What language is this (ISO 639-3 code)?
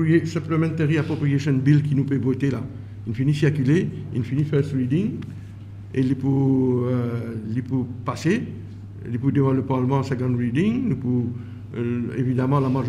mfe